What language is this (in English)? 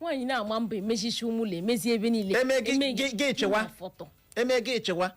Igbo